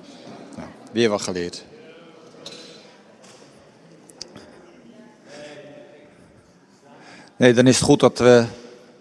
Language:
Dutch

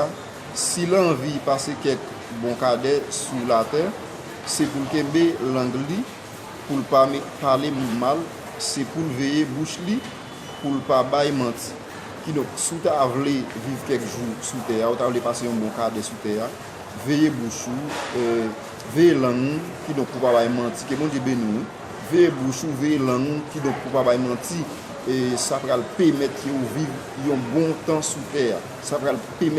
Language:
Haitian Creole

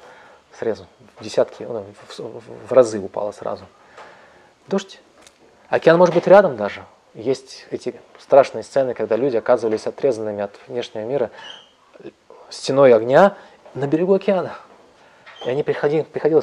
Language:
Russian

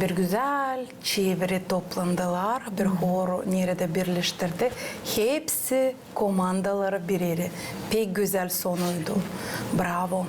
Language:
Gagauz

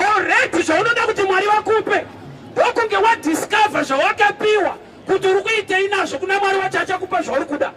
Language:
Shona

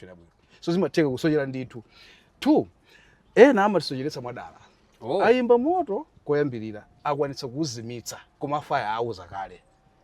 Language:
Nyanja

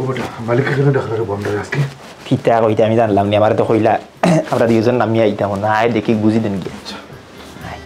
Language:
Sylheti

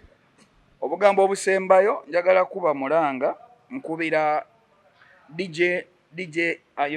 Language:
Ganda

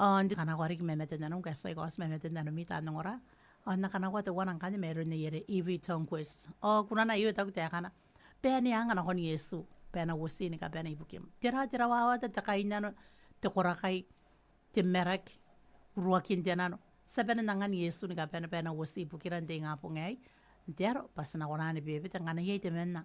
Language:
Gilbertese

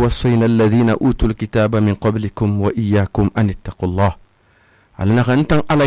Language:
Susu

